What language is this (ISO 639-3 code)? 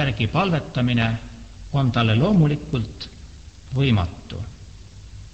est